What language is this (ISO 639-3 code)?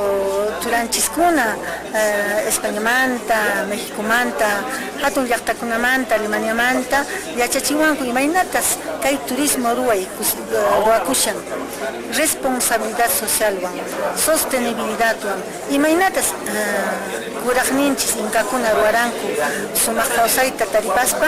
que